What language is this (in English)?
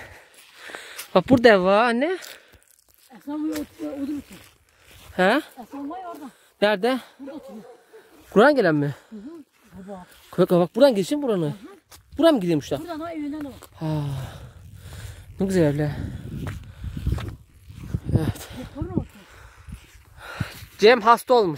Turkish